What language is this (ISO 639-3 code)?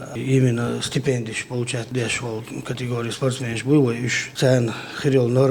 che